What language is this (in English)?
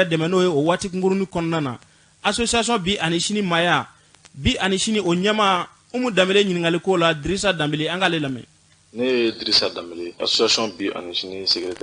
Bambara